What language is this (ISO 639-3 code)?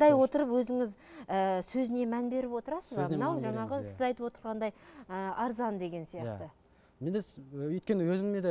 kaz